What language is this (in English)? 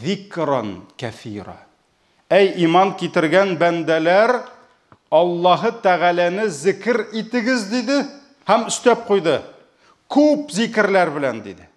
Tatar